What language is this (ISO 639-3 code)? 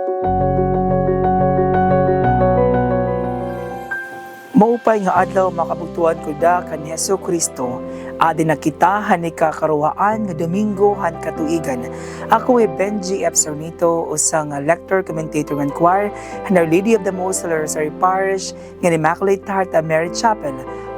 war